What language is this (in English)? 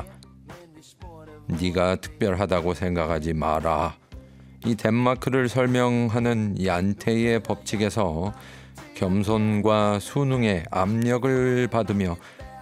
Korean